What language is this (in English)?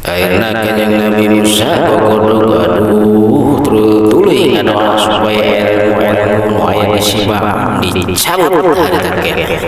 Sundanese